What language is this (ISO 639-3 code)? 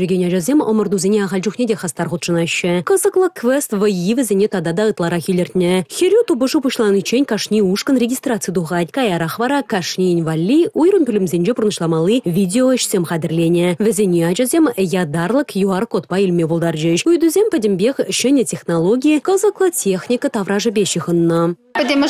chv